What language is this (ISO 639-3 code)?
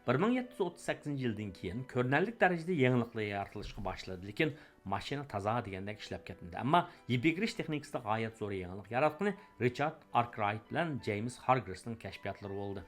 uig